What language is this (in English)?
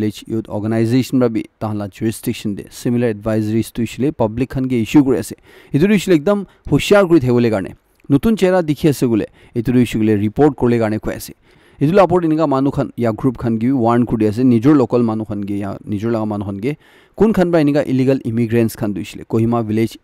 Naga Pidgin